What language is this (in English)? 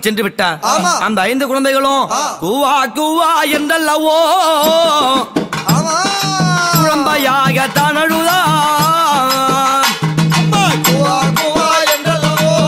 Tamil